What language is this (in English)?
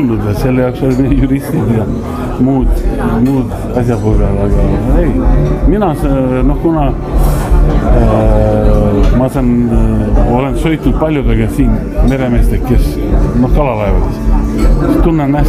Estonian